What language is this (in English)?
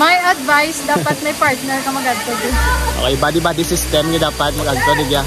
Hiligaynon